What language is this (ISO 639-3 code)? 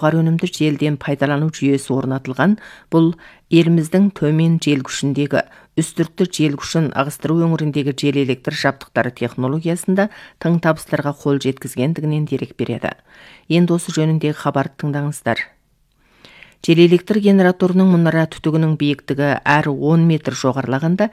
kaz